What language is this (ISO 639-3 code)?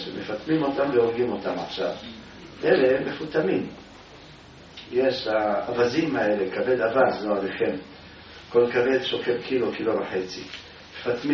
heb